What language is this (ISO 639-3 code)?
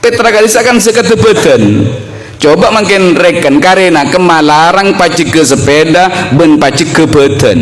mad